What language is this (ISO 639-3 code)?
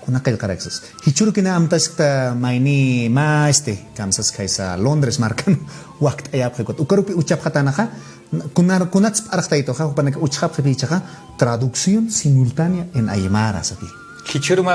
aym